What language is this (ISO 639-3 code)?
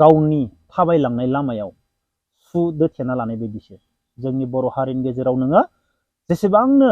brx